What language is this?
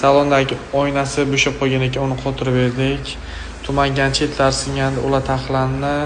Uzbek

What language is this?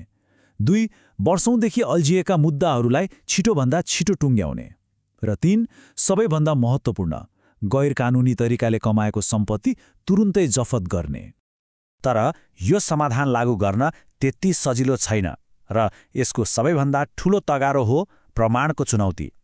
Nepali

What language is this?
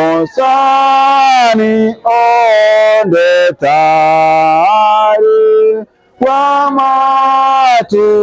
Gusii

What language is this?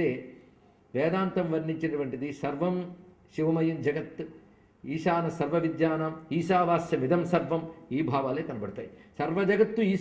Telugu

